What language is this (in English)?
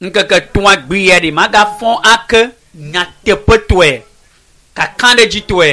Ewe